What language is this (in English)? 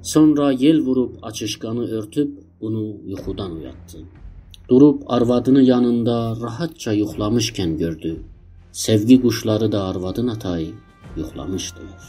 South Azerbaijani